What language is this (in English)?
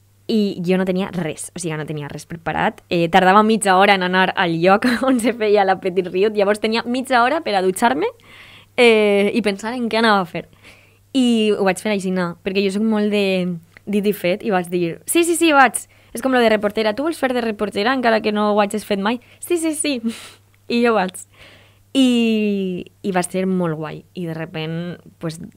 Catalan